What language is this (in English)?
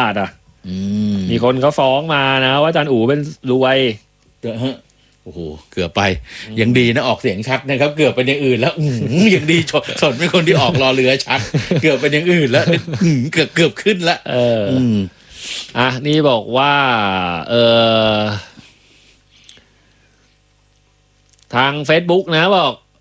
Thai